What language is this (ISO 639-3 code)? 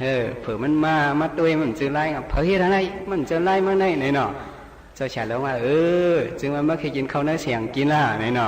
shn